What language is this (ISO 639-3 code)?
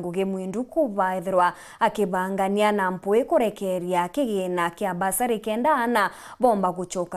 mer